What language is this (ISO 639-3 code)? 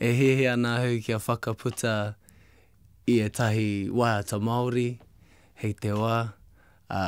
mri